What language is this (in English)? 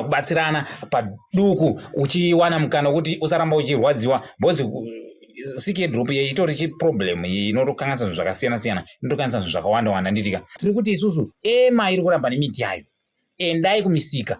Shona